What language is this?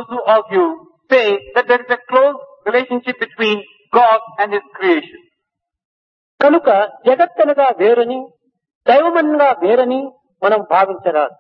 Telugu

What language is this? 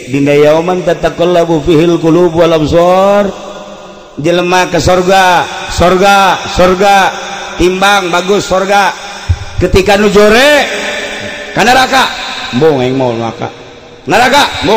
Sundanese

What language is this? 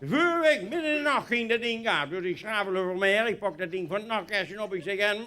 Limburgish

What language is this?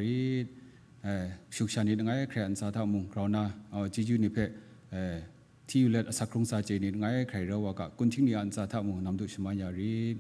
Kachin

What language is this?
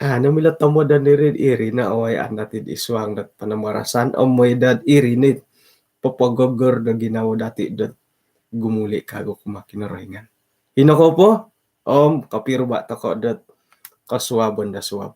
Central Dusun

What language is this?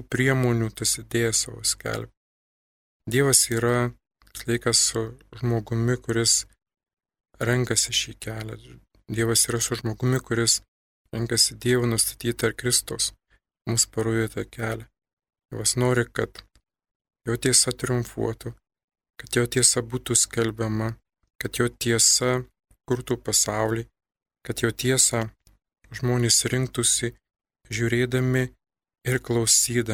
Lithuanian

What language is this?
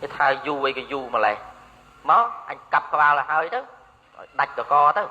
Khmer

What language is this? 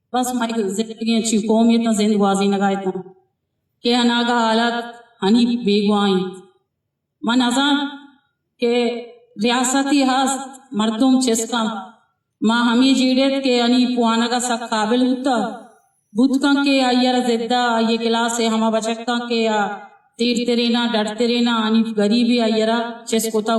Eastern Balochi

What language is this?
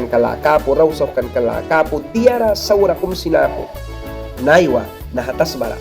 Mískito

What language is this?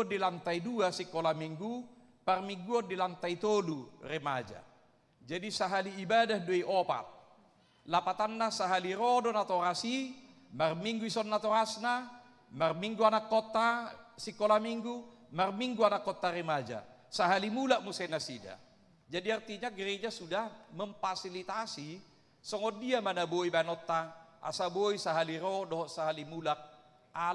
Batak Toba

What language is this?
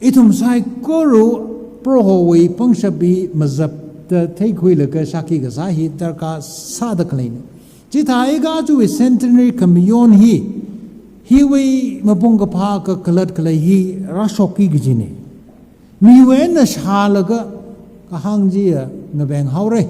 Tangkhul Naga (India)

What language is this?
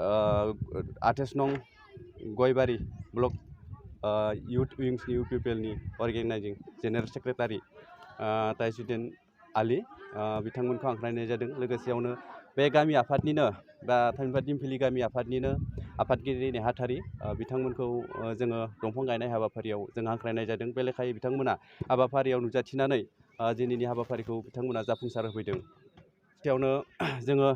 Bodo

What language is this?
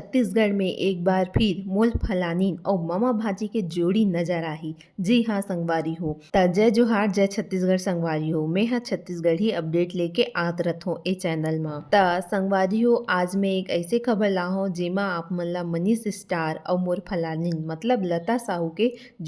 Chhattisgarhi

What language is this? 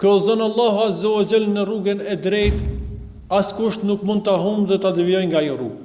Albanian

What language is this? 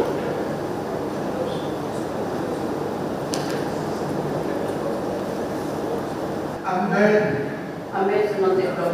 Odia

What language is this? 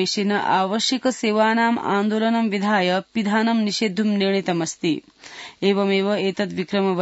Sanskrit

